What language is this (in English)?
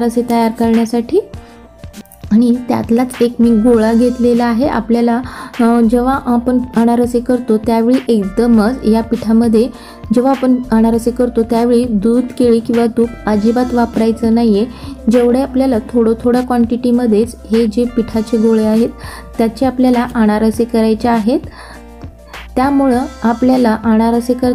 Marathi